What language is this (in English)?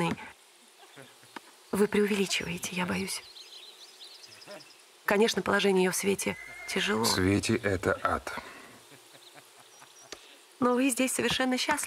Russian